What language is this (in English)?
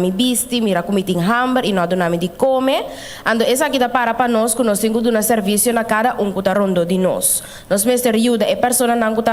Papiamento